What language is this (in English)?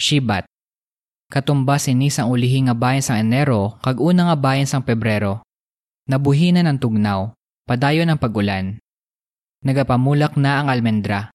Hiligaynon